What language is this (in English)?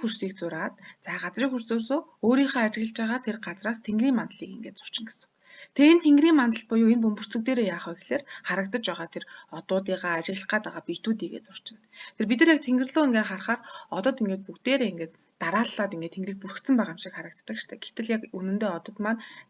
Mongolian